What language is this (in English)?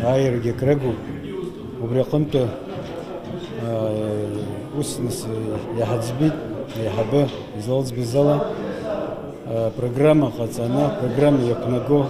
Abkhazian